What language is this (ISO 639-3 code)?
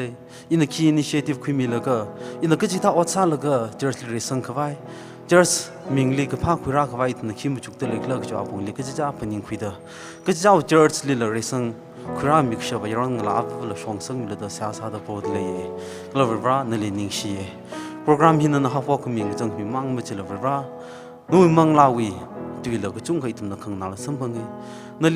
nmf